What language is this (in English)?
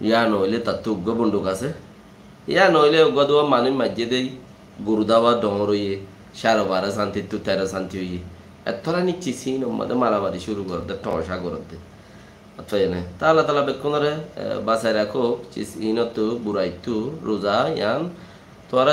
Rohingya